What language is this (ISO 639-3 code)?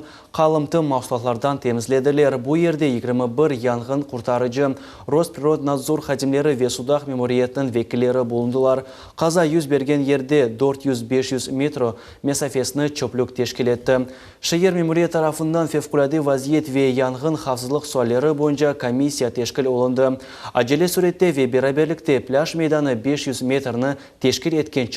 crh